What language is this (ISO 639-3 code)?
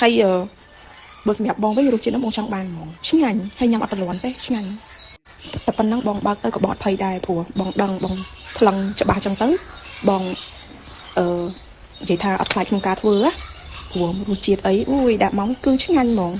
khm